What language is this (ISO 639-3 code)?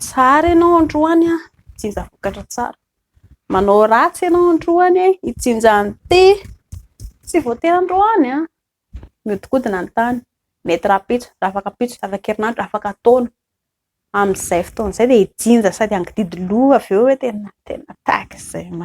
mlg